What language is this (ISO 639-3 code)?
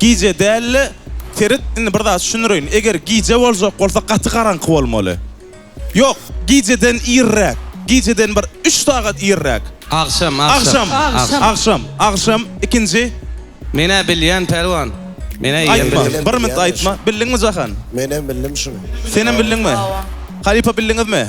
tuk